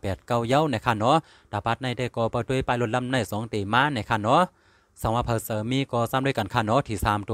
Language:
Shan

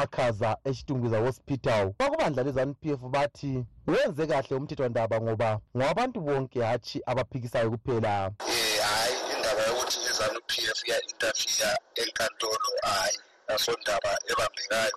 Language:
North Ndebele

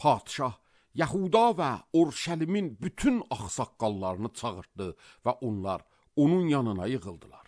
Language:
Azerbaijani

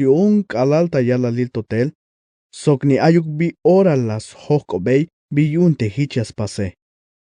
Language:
Tzeltal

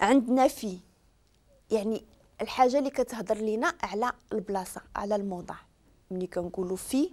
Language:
Moroccan Arabic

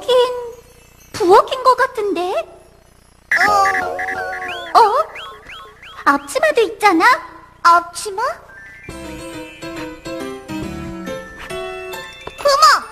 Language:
Korean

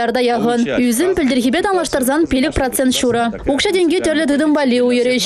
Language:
Chuvash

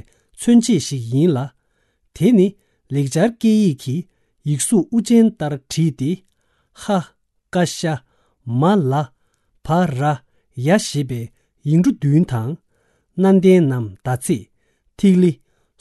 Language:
Tibetan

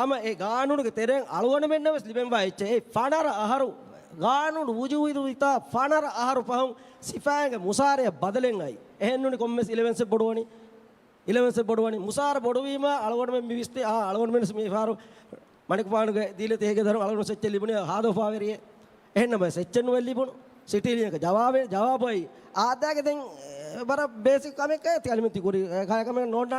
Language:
Divehi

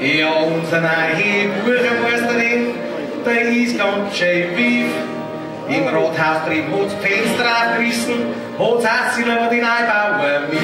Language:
Bavarian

